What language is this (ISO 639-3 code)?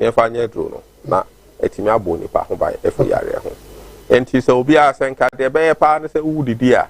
aka